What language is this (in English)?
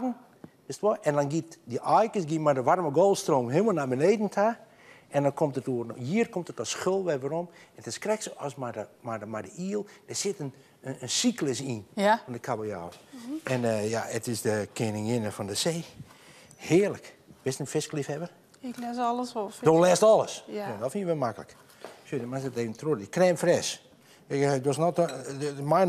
Western Frisian